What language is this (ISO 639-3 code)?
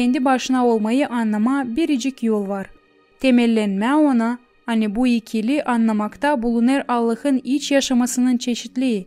gag